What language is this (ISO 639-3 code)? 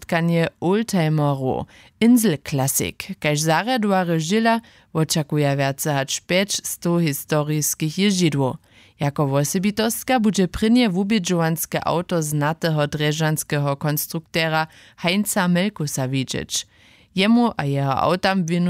hsb